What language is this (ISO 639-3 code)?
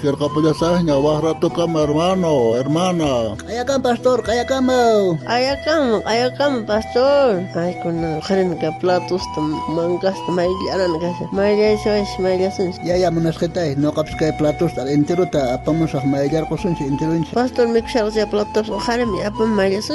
quh